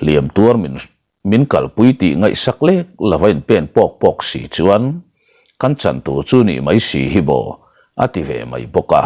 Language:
Mizo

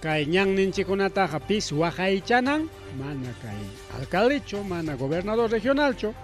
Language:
Ayacucho Quechua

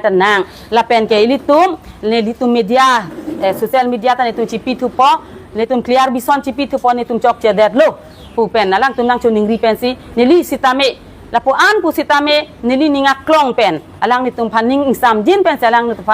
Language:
Karbi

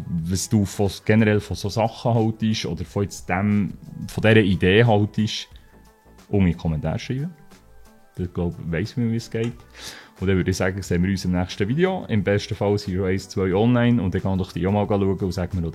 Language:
Swiss German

